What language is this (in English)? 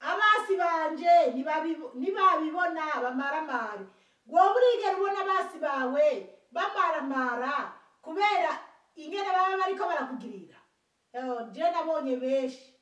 Rundi